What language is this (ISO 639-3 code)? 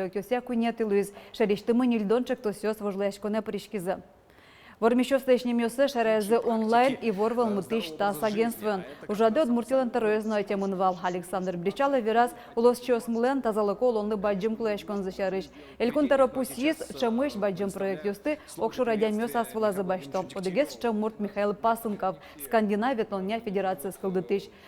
udm